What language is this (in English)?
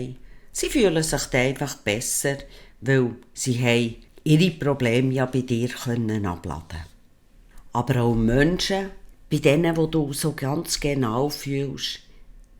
Swiss German